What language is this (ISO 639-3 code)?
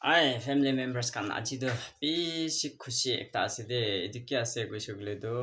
nag